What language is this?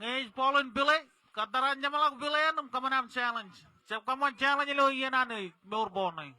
Marshallese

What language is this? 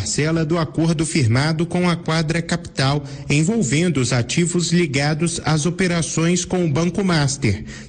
Portuguese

